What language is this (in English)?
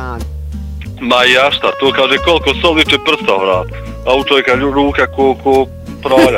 Bosnian